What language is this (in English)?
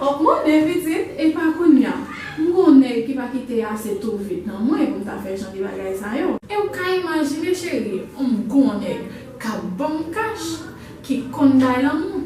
Haitian Creole